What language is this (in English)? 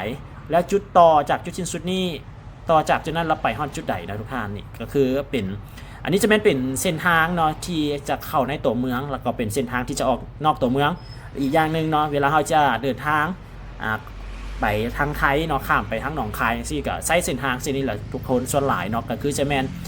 Lao